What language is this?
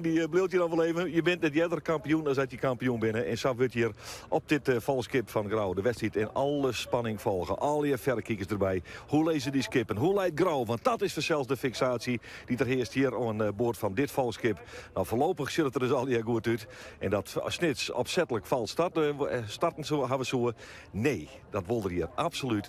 Western Frisian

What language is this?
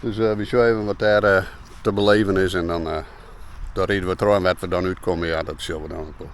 Western Frisian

